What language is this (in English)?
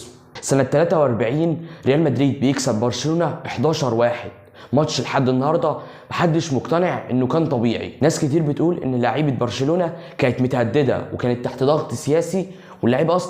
Egyptian Arabic